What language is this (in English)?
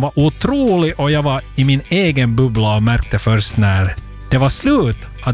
Swedish